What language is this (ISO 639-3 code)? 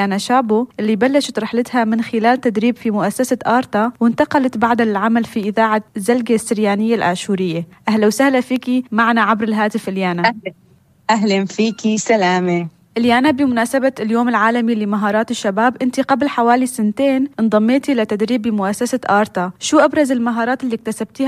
apc